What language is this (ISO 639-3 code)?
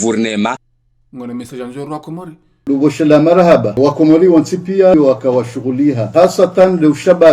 zdj